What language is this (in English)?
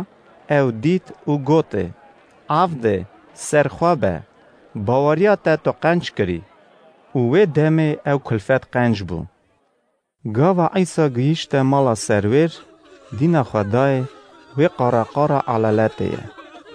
Kurdish